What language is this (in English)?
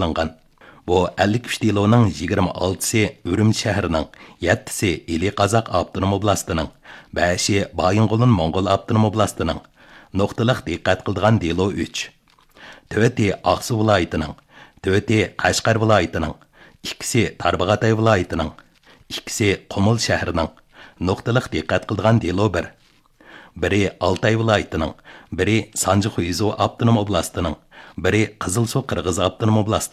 Uyghur